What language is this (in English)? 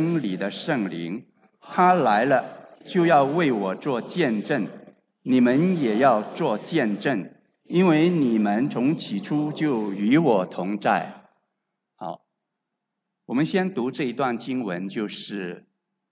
Chinese